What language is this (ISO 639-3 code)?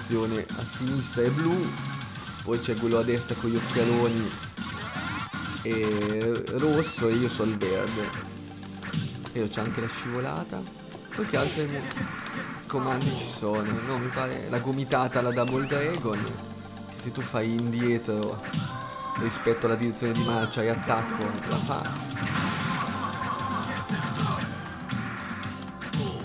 ita